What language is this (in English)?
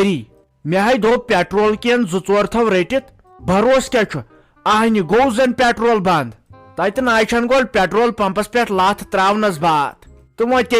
Kashmiri